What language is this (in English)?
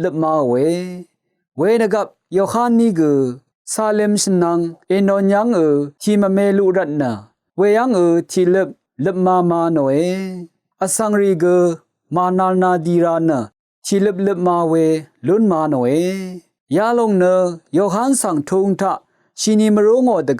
Rawang